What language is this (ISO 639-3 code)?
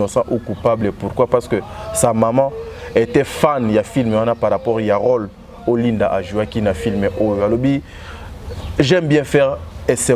lin